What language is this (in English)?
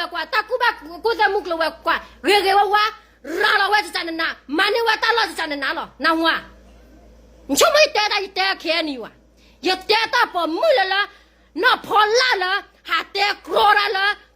S'gaw Karen